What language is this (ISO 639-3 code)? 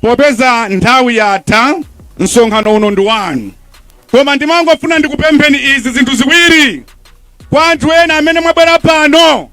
nya